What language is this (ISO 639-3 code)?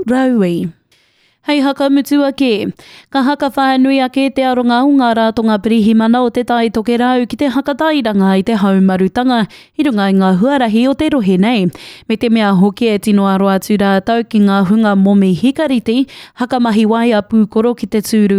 mri